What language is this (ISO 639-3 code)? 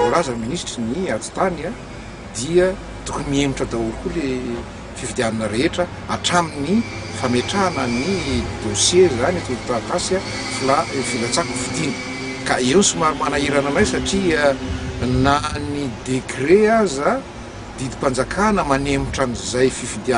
mlg